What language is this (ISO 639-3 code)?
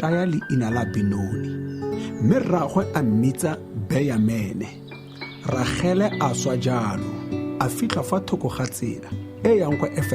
tsn